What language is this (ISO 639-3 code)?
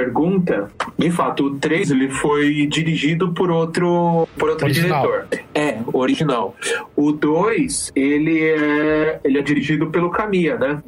por